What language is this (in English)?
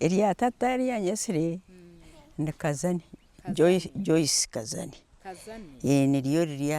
Nyankole